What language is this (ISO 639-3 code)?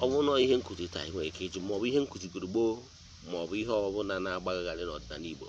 ibo